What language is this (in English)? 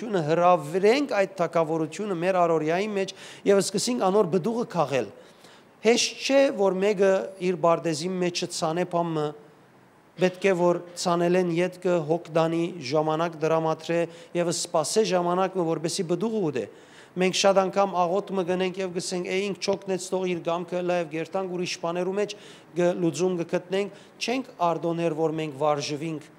Western Armenian